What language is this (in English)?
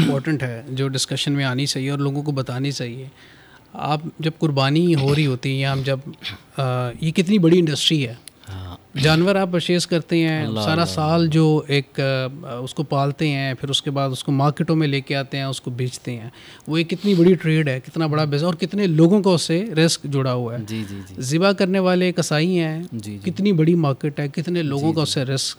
Urdu